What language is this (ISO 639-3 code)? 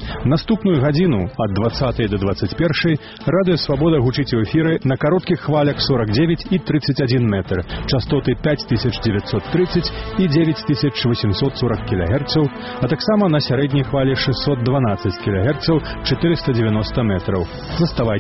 bel